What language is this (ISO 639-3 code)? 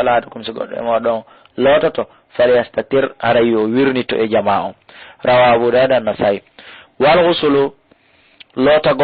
ful